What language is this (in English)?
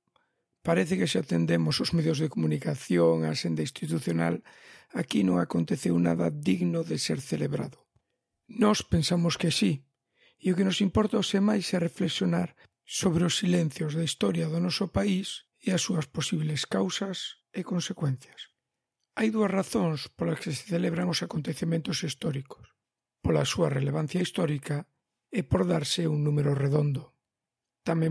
Galician